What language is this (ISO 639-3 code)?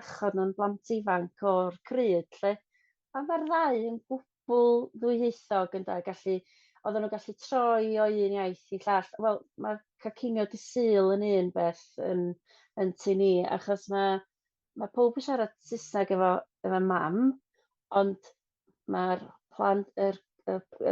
cym